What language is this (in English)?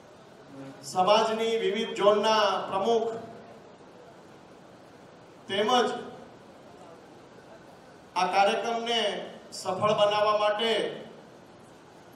Gujarati